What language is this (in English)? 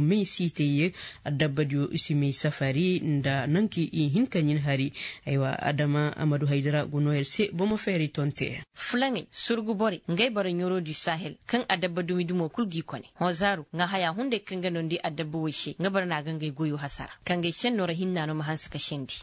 Koyraboro Senni